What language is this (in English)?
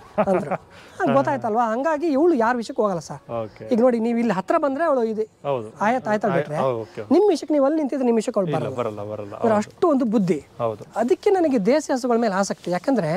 Kannada